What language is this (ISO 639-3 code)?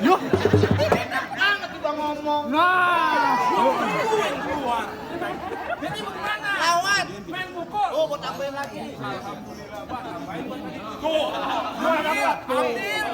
bew